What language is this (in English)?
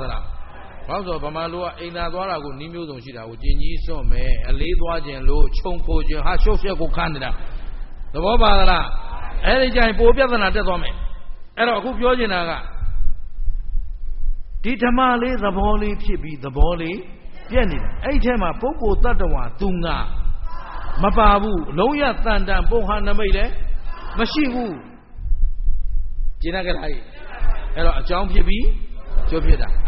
Burmese